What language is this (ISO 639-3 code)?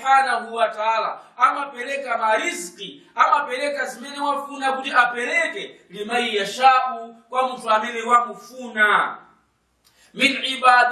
nya